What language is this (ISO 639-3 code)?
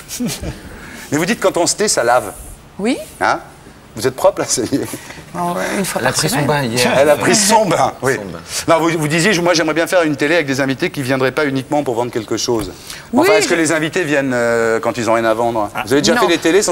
fra